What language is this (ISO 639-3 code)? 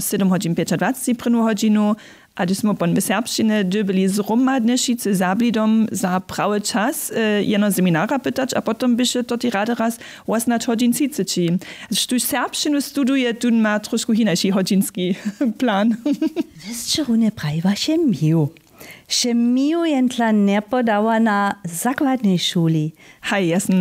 hsb